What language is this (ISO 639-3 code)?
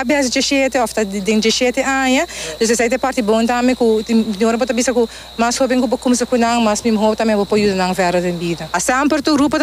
pap